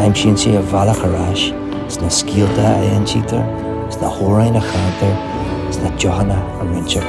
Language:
Irish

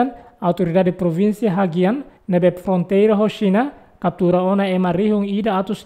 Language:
Tetum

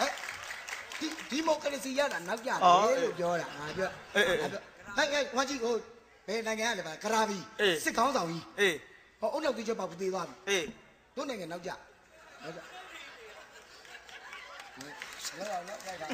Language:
Burmese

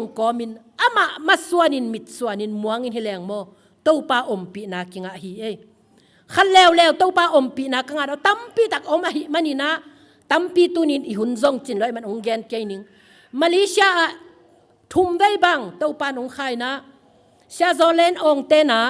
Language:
Tedim Chin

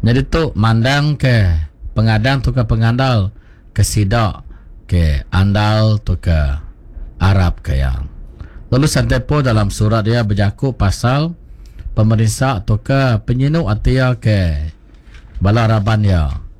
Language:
Iban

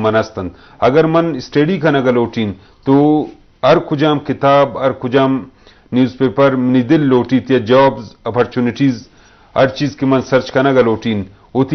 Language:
Eastern Balochi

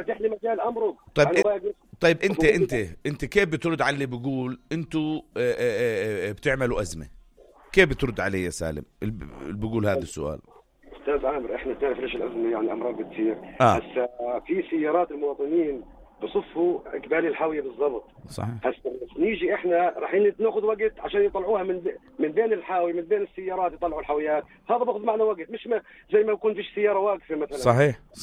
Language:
North Levantine Arabic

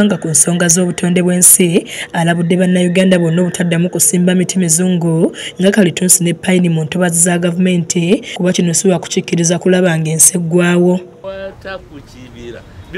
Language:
Ganda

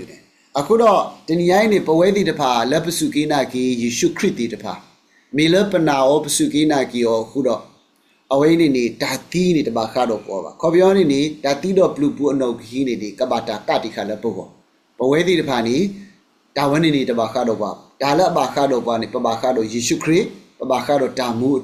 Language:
S'gaw Karen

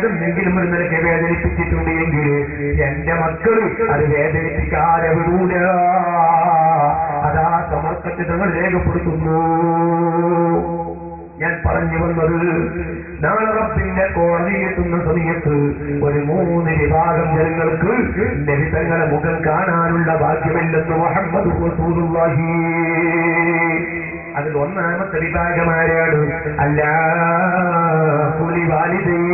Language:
Malayalam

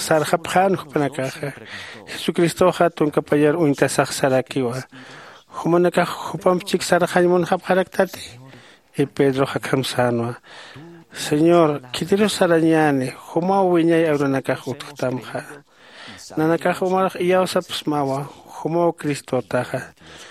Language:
Aymara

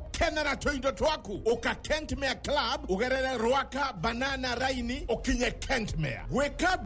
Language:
Kikuyu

